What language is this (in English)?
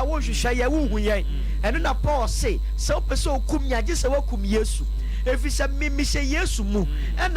Akan